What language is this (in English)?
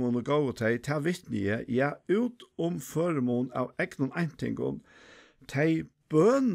Faroese